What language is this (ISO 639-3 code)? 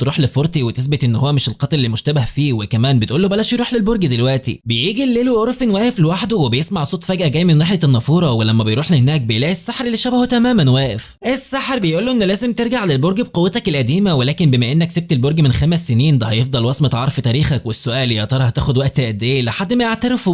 arz